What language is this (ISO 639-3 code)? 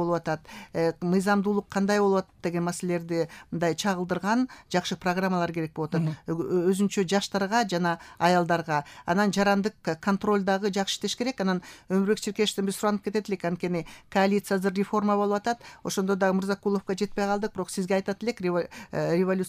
kir